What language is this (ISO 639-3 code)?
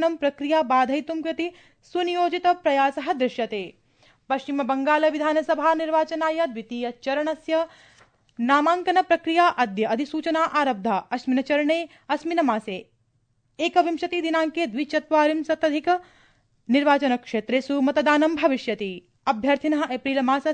san